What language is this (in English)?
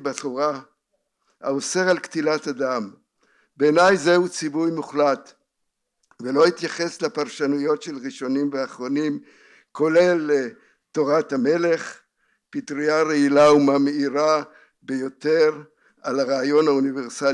Hebrew